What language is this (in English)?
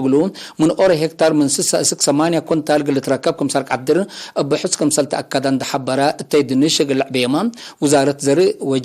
Tigre